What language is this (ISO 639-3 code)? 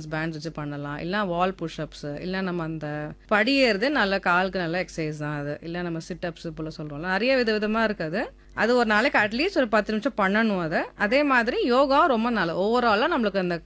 tam